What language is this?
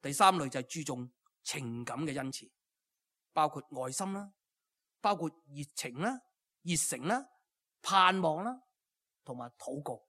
Cantonese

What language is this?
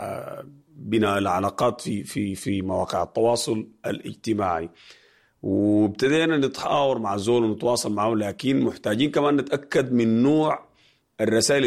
Sudanese Arabic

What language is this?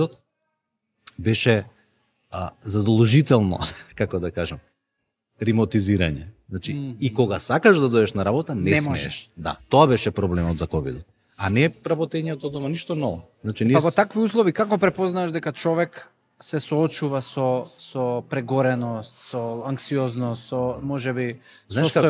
Macedonian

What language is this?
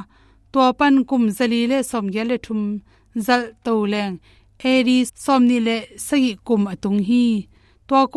Tedim Chin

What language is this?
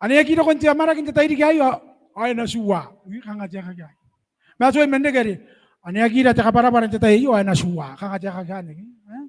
Gilbertese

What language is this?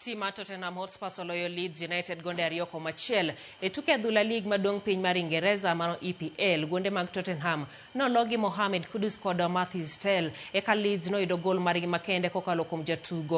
Luo (Kenya and Tanzania)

